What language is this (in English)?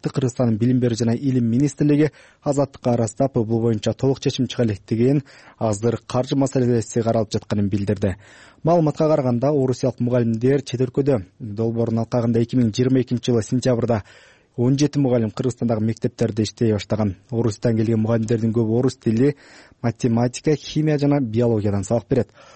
Kyrgyz